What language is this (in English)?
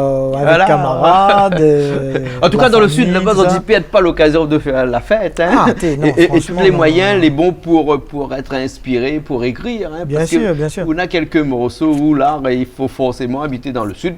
Réunion Creole French